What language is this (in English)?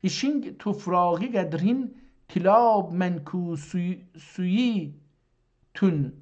South Azerbaijani